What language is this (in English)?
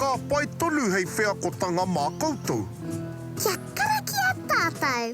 Māori